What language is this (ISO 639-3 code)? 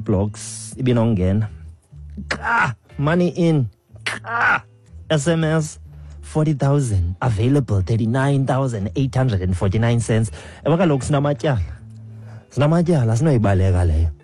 xho